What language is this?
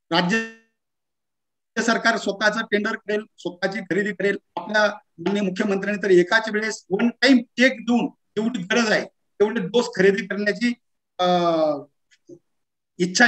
Marathi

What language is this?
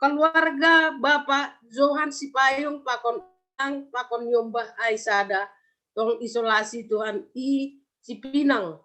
Batak Simalungun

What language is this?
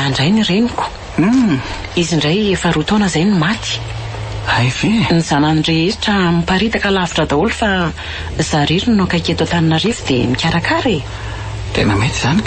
Malagasy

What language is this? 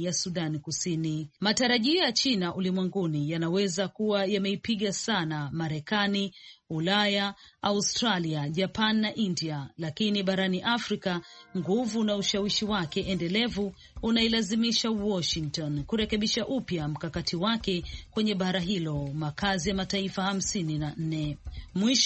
Swahili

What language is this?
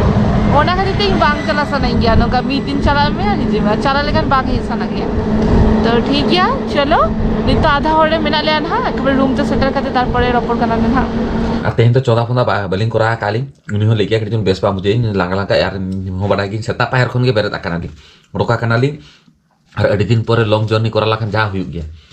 Santali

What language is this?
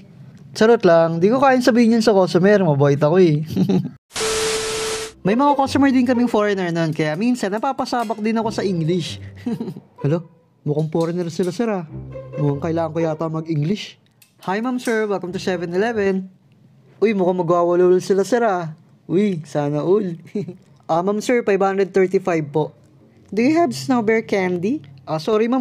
Filipino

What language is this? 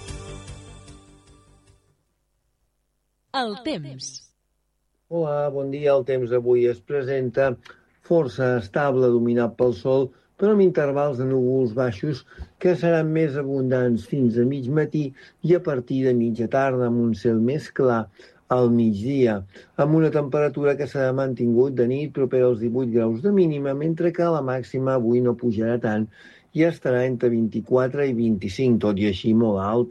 Catalan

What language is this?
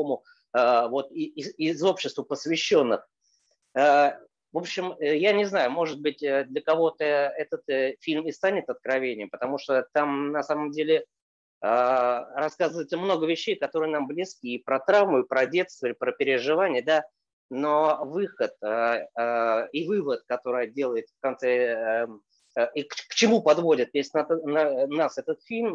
Russian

